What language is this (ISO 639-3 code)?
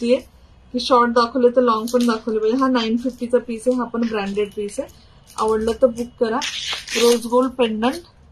mar